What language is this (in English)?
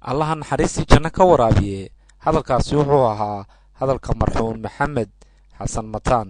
Somali